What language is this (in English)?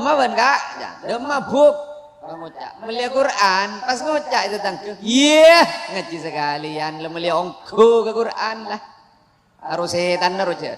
Madurese